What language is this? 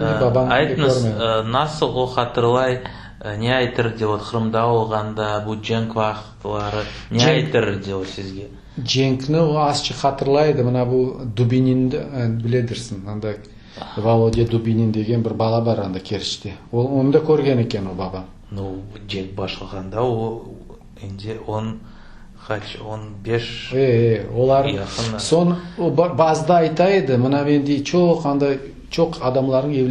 Crimean Tatar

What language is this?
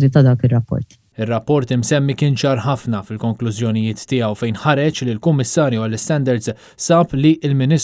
Maltese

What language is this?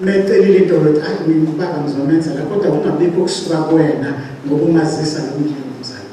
Zulu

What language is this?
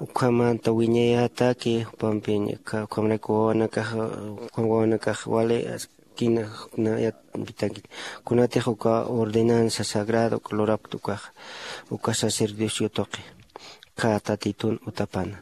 Aymara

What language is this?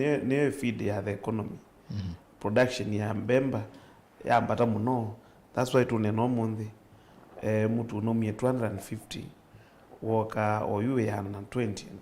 Kamba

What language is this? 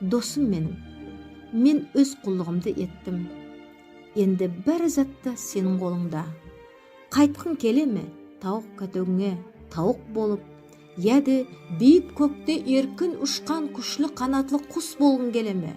Nogai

